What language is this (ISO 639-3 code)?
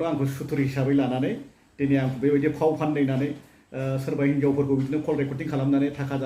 brx